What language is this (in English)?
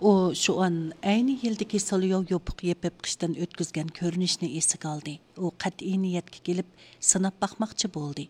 Uyghur